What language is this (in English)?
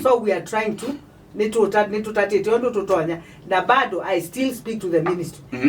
Kamba